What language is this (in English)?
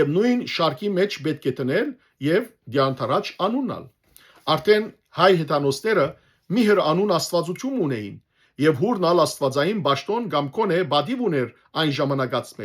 Western Armenian